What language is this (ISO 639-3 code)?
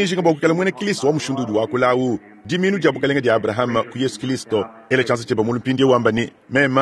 lua